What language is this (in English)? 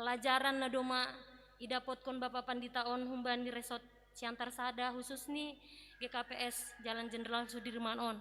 Batak Simalungun